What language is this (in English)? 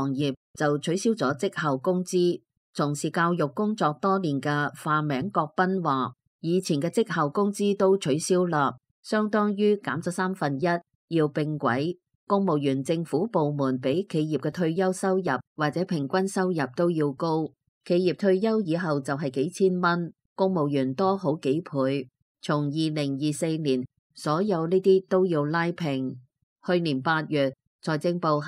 Cantonese